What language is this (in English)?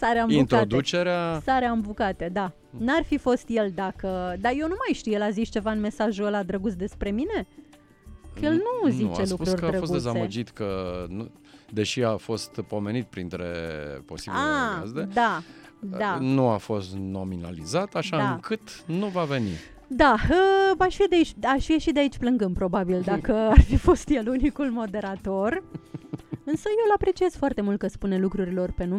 Romanian